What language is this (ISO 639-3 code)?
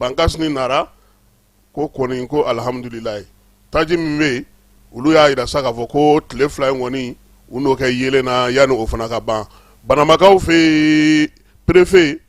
bam